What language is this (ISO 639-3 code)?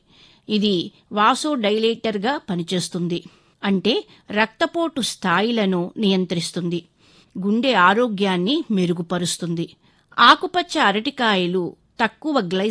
tel